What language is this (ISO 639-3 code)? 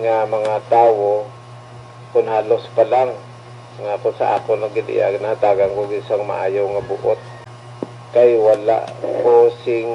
hil